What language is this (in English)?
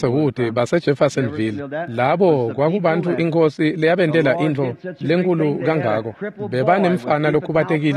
Swati